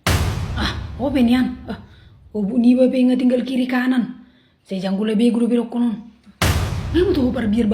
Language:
Batak Toba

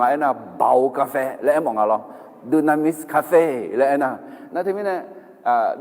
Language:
Akha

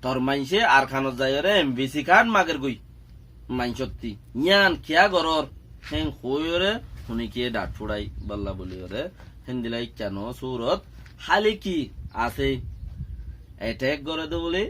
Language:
Rohingya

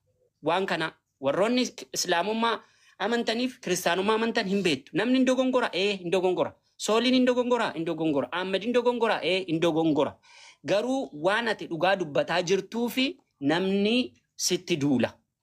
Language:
Oromo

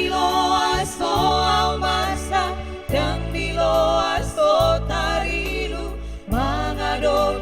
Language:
Batak Toba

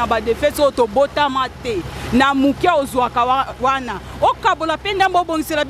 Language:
Lingala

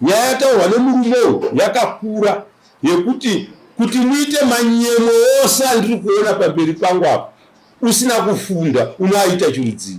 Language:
Shona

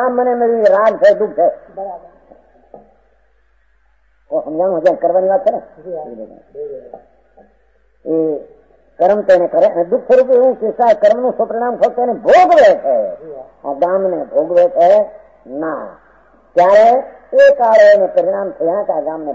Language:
Gujarati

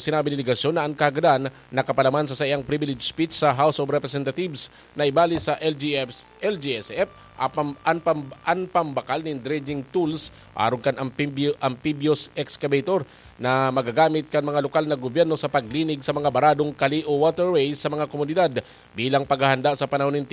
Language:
Bikol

